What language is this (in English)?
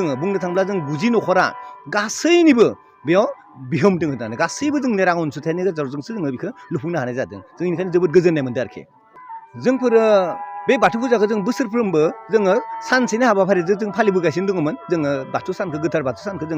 Bodo